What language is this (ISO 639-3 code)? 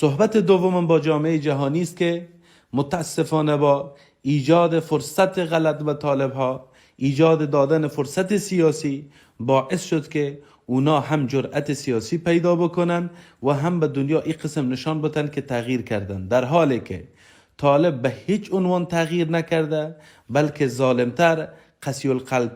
fas